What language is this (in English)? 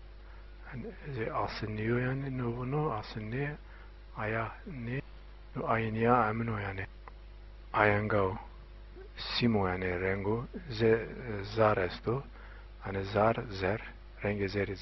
Zaza